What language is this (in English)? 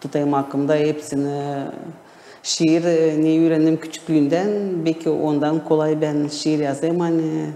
Gagauz